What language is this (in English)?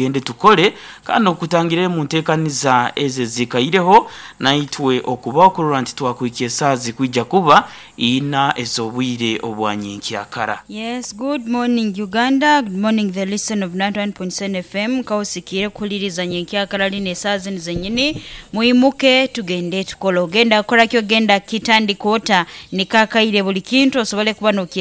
Nyankole